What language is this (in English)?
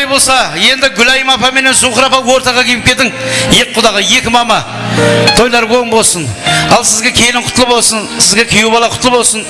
Kara-Kalpak